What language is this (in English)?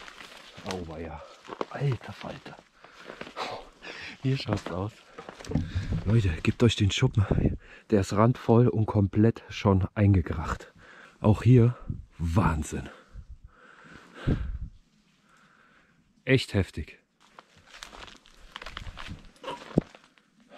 German